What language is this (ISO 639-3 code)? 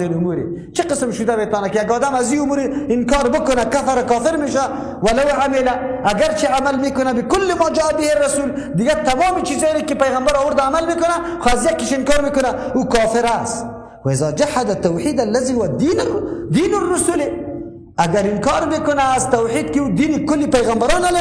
fas